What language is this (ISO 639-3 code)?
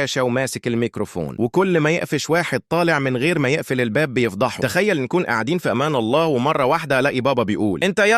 arz